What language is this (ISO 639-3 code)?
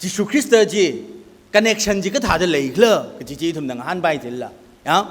nmf